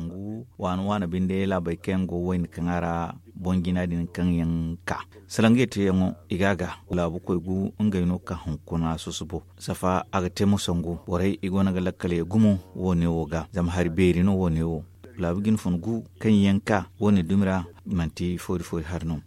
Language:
Zarma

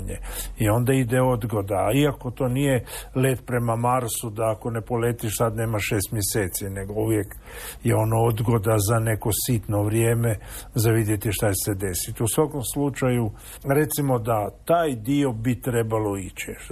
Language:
Croatian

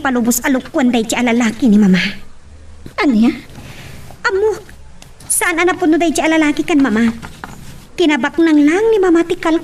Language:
Iloko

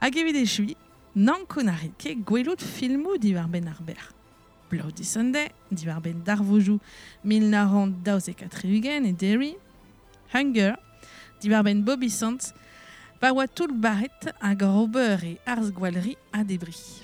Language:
Breton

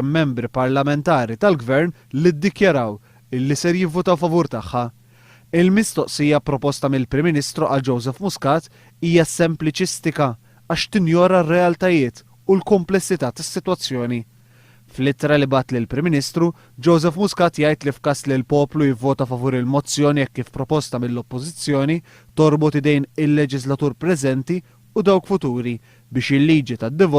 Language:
Maltese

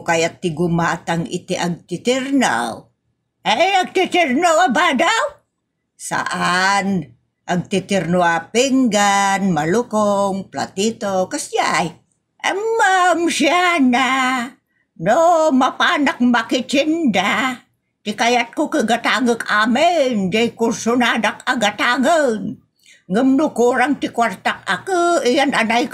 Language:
Iloko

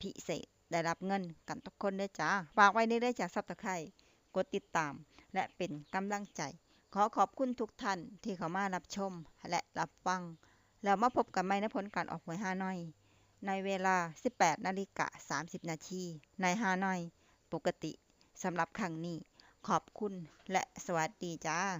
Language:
Lao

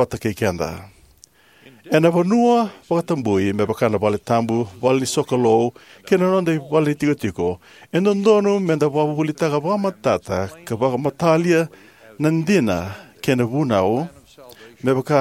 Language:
Fijian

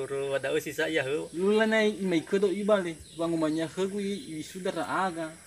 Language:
Nias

